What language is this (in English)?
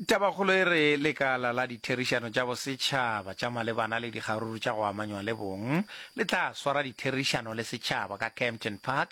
Northern Sotho